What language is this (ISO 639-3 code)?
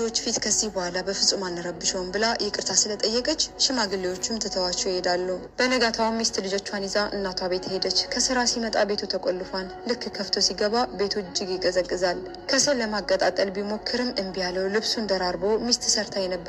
amh